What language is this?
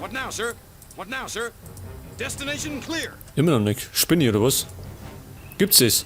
Bavarian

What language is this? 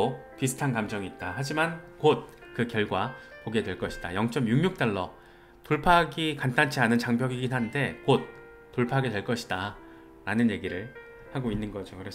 Korean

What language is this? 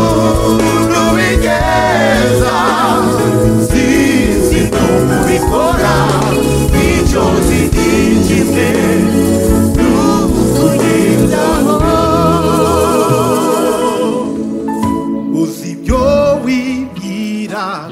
Kinyarwanda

